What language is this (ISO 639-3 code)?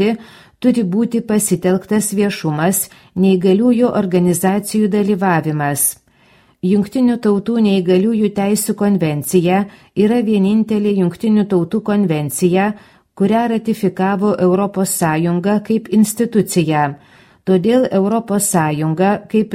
lit